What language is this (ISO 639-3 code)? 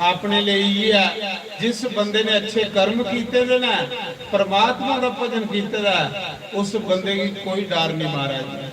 doi